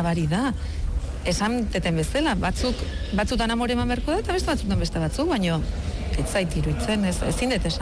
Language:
Basque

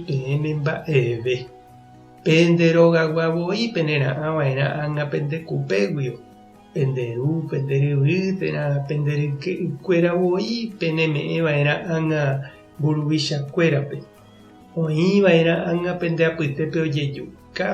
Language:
Guarani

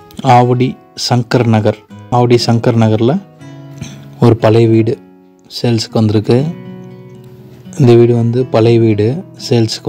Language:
Tamil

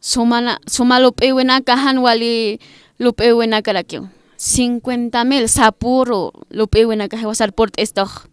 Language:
Aymara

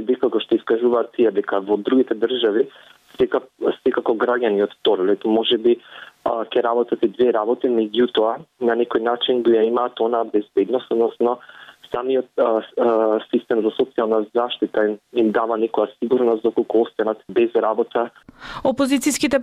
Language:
Macedonian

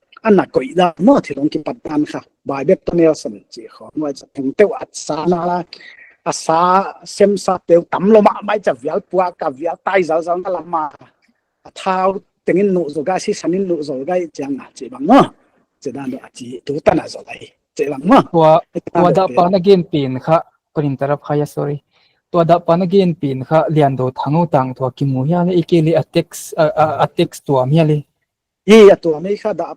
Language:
Paite Chin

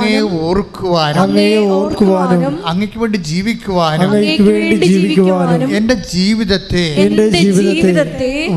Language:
Malayalam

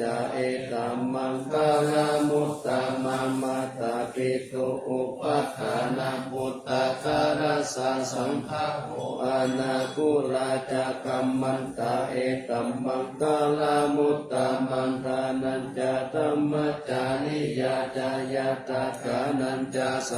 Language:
Pali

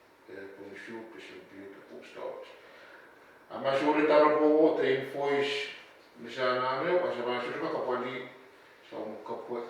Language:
Pohnpeian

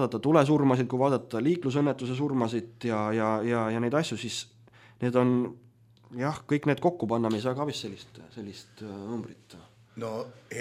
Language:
Estonian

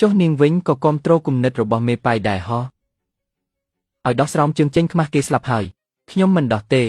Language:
Khmer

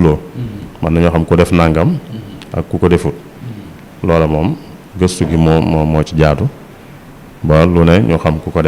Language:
Wolof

